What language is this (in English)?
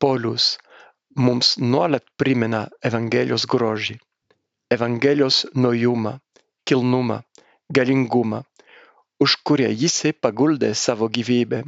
Lithuanian